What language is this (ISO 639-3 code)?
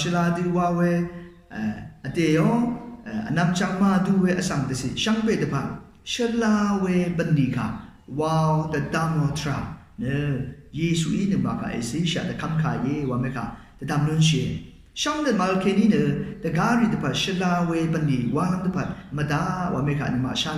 raw